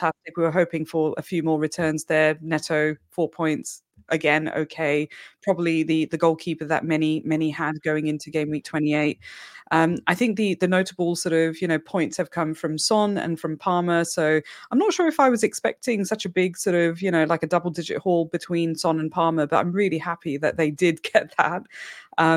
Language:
English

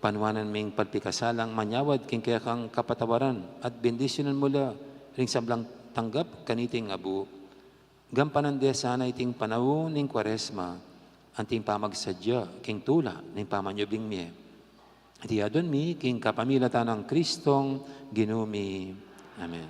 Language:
Pampanga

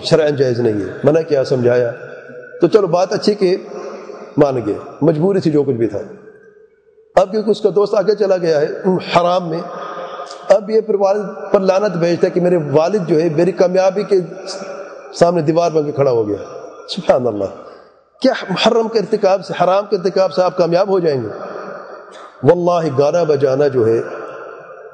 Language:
Urdu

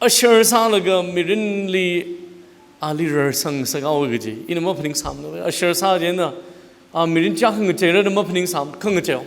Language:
Tangkhul Naga (India)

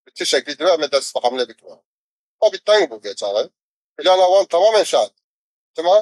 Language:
Kurdish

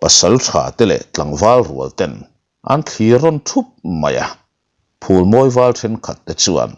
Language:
Mizo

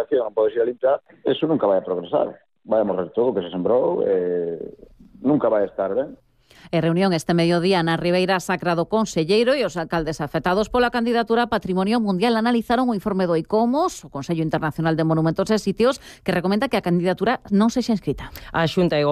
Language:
Galician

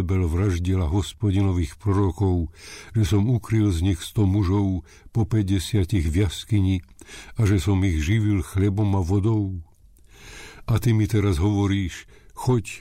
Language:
Slovak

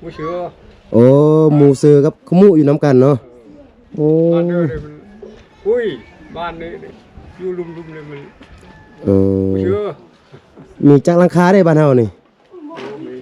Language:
Lao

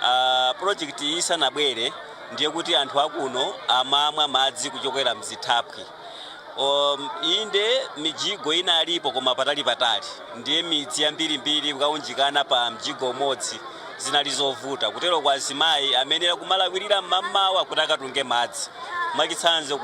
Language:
Nyanja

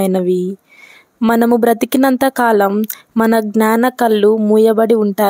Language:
Telugu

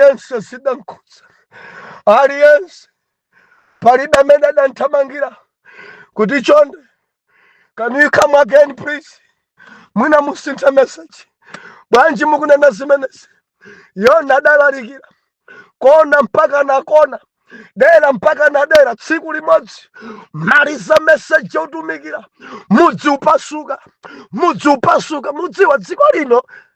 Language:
Nyanja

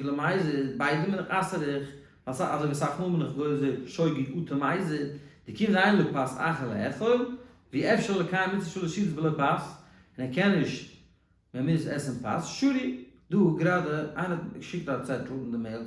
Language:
Yiddish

